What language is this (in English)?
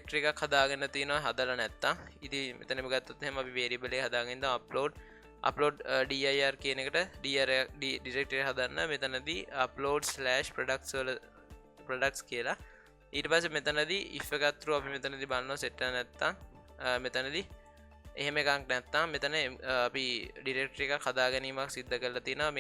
Sinhala